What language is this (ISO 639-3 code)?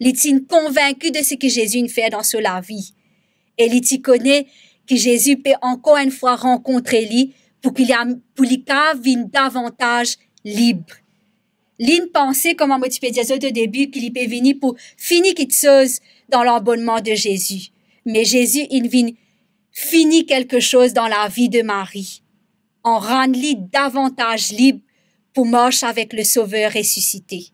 mfe